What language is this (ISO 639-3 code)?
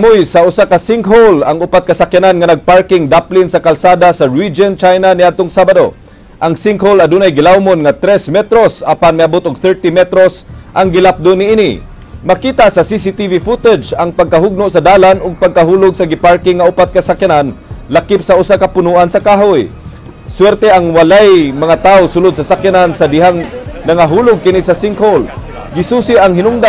ceb